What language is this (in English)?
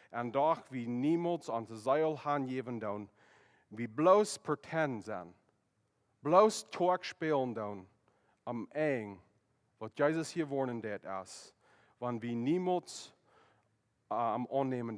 Plautdietsch